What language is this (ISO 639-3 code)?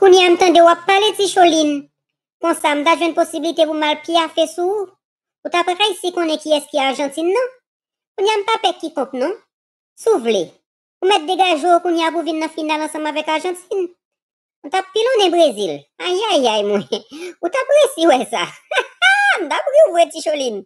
hat